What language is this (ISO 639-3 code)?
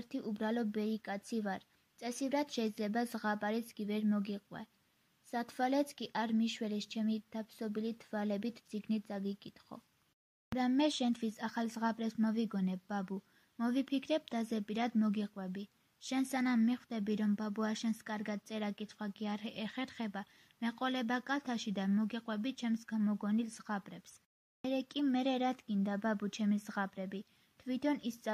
kat